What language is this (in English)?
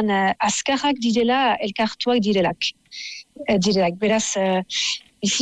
Basque